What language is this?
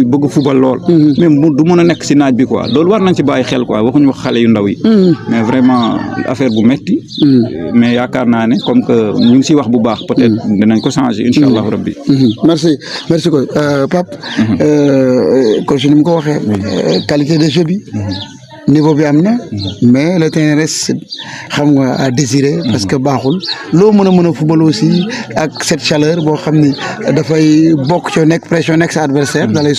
Wolof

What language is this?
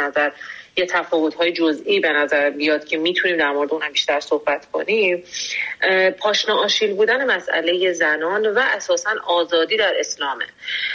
Persian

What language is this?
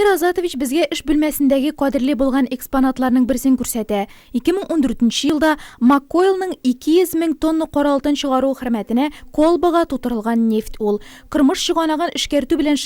Tatar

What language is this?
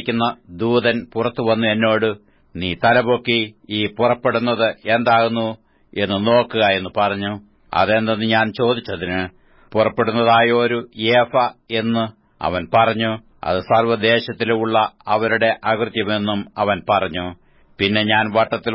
Malayalam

